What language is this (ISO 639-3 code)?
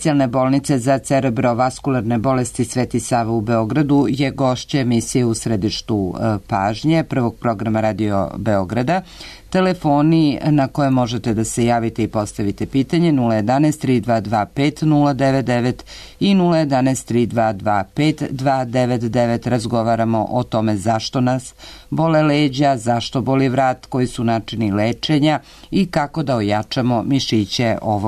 srp